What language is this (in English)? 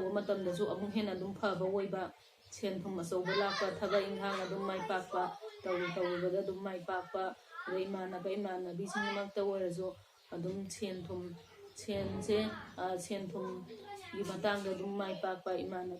Manipuri